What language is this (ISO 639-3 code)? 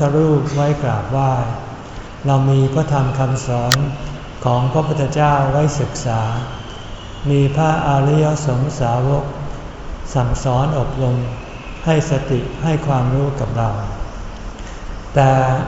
tha